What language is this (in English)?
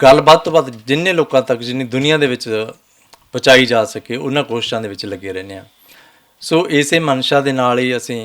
Western Panjabi